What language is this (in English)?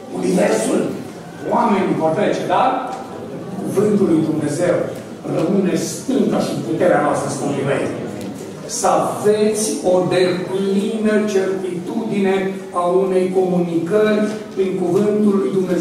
Romanian